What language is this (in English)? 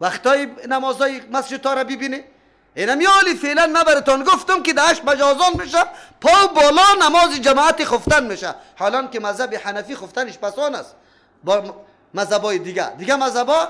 Persian